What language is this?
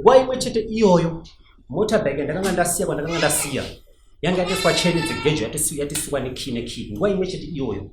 Shona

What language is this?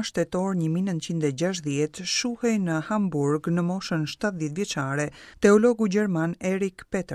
Albanian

